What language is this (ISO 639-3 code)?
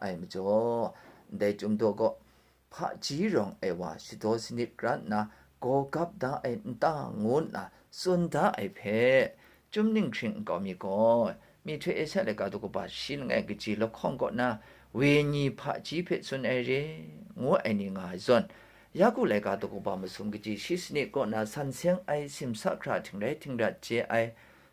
kac